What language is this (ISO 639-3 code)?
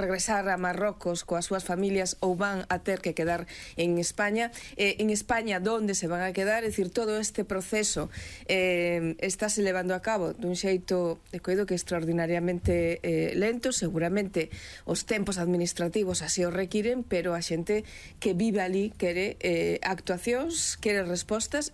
glg